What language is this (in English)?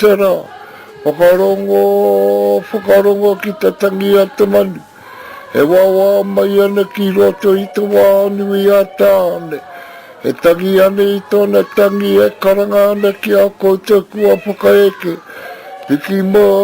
Māori